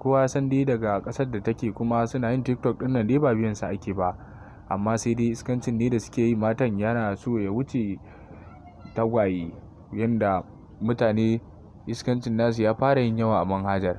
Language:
Hausa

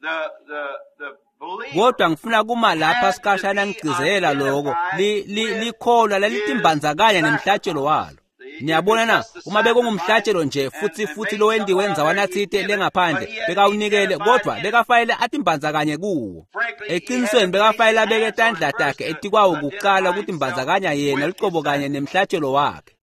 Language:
Swati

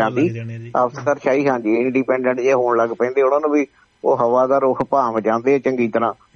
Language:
Punjabi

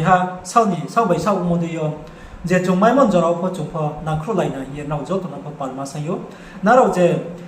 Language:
Riang (India)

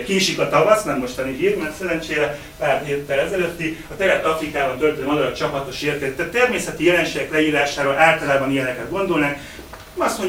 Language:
Hungarian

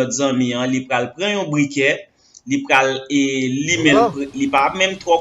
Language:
Haitian Creole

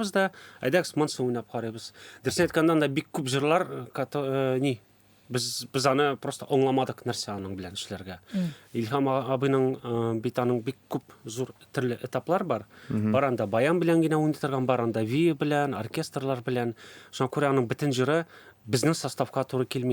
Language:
Tatar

